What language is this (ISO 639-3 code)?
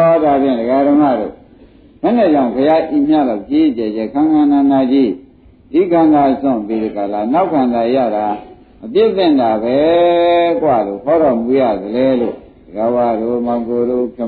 mya